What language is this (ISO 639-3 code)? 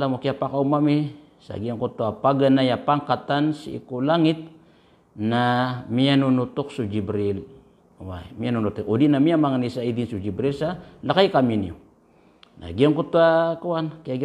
mrw